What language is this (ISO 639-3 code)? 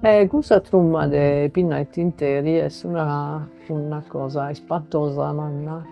srd